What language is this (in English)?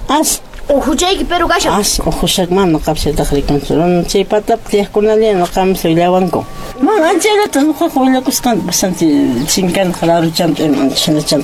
Quechua